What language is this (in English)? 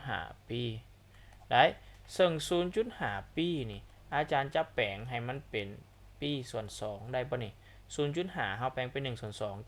Lao